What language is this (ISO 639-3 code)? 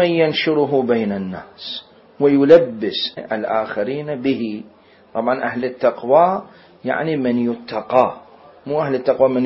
acm